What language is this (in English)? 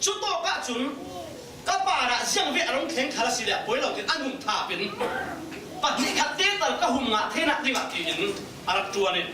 Falam Chin